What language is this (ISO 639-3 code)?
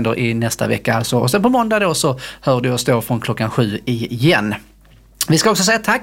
swe